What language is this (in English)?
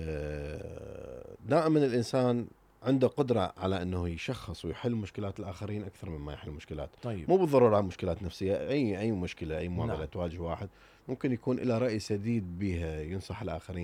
Mesopotamian Arabic